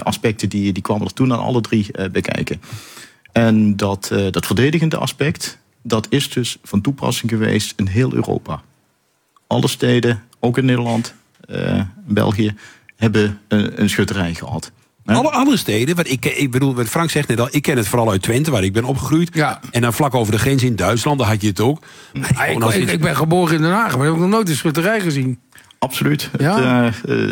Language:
Dutch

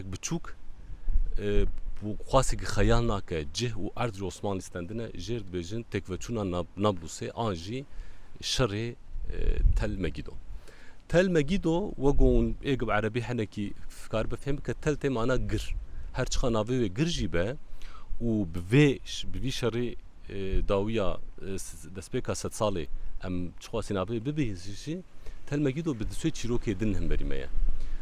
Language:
Kurdish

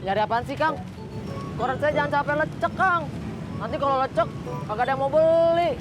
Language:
Betawi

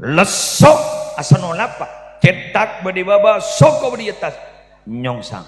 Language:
Madurese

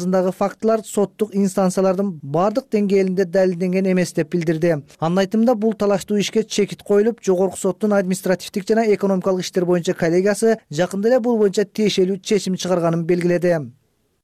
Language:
Kyrgyz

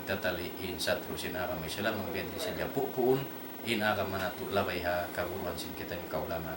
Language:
Tausug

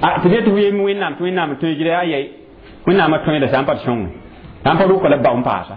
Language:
Mossi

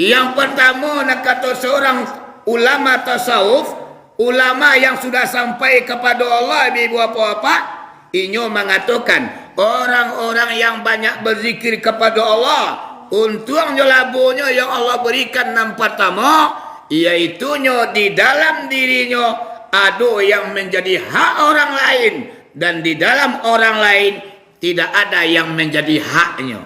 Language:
Minangkabau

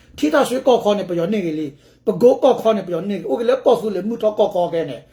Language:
S'gaw Karen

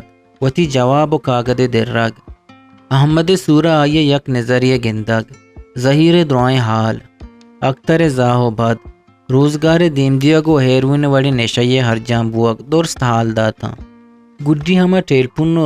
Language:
Eastern Balochi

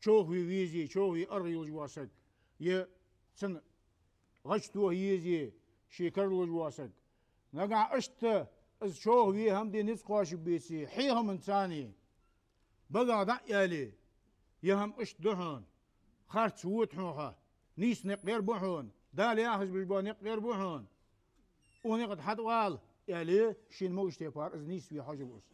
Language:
Ingush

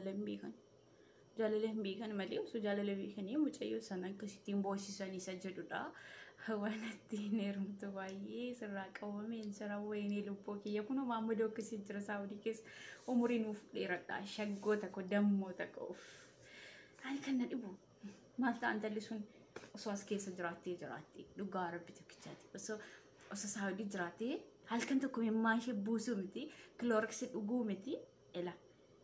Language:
Oromo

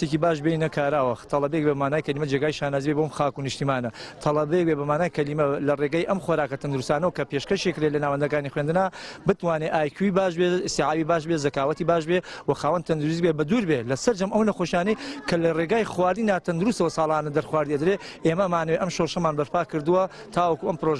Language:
Central Kurdish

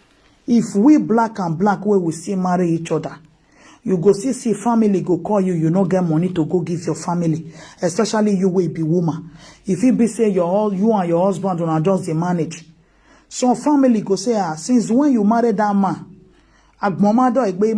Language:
Nigerian Pidgin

